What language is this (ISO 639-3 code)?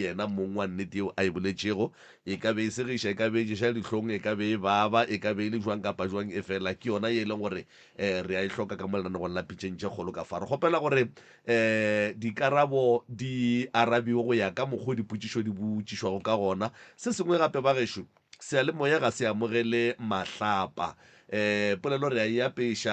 nso